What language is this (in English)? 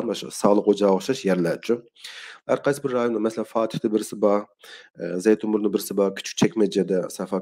Uyghur